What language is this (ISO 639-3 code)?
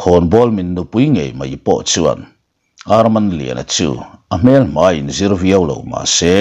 lus